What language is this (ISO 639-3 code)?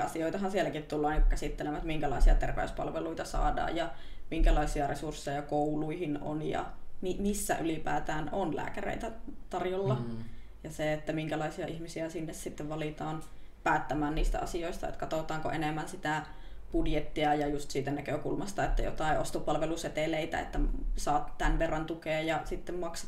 fin